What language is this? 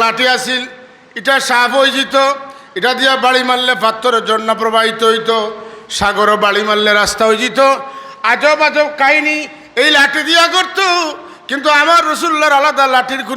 Sylheti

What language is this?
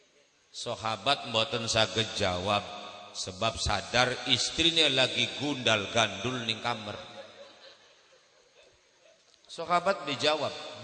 Javanese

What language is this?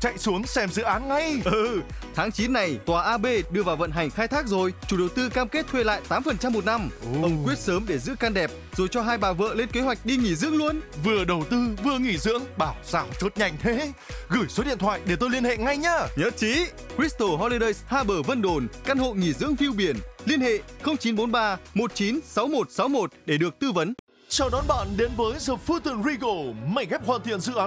Vietnamese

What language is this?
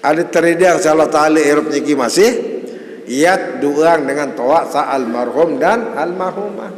Sasak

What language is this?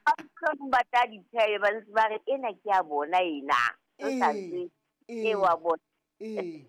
Southern Sotho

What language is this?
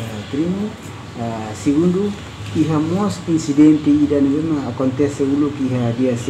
Tetum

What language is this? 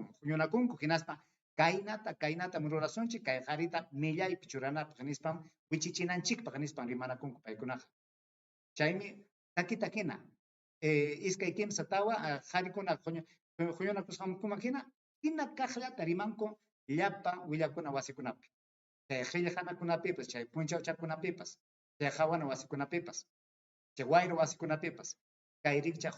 Ayacucho Quechua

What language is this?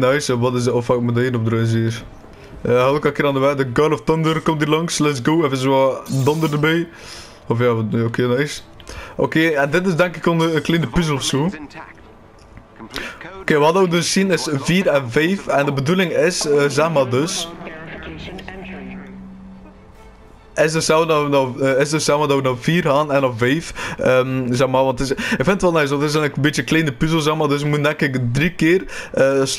Dutch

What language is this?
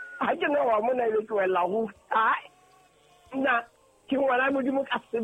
Southern Sotho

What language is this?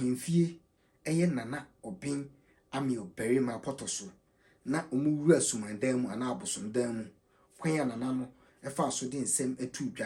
Akan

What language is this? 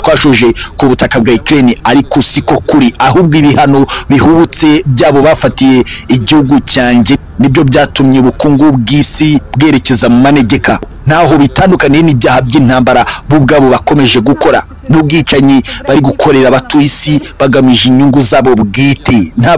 Kinyarwanda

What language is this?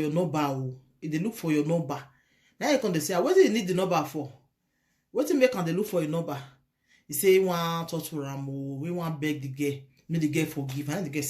Nigerian Pidgin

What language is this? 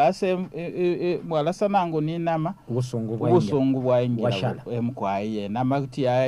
Bemba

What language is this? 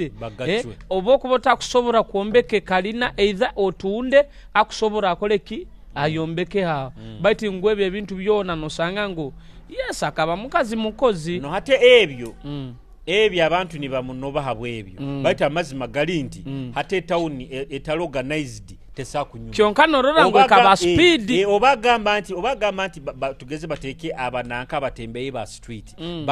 Nyoro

